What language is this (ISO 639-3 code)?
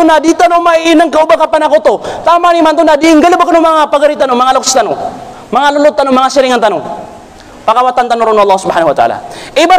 mrw